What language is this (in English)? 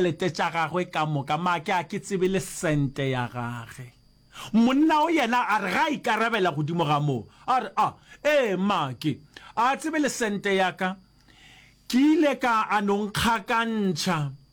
Northern Sotho